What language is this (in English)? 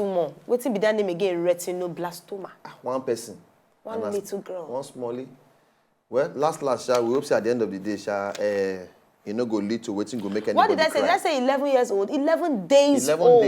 Nigerian Pidgin